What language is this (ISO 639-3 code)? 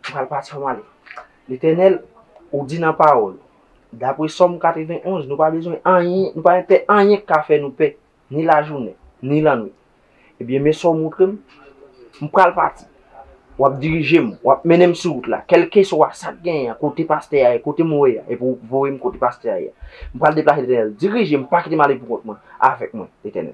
hat